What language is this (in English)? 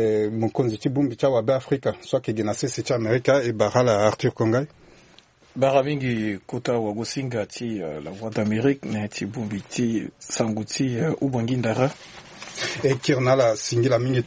Sango